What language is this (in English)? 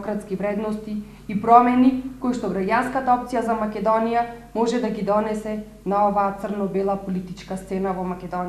Macedonian